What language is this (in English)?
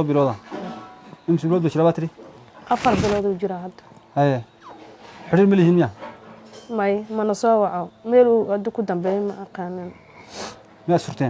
Somali